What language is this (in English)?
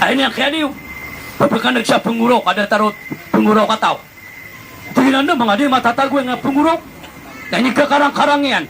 Maranao